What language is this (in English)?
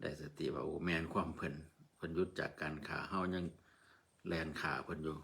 Northeastern Thai